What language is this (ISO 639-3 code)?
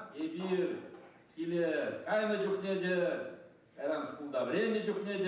chv